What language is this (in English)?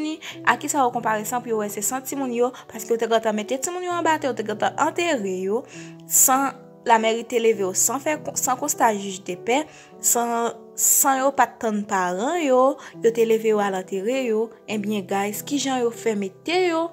Haitian Creole